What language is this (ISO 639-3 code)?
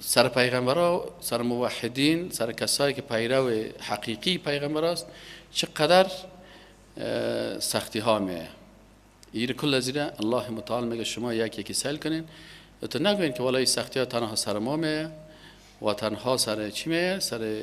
fas